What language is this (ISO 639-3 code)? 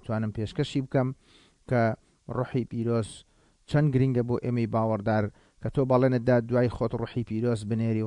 ckb